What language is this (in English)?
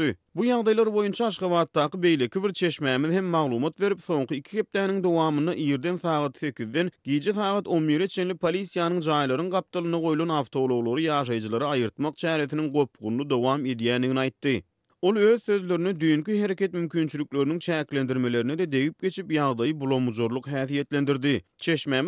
Turkmen